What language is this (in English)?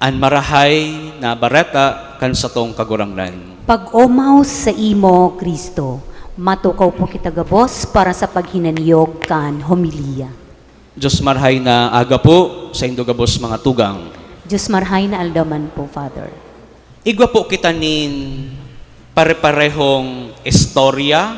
Bikol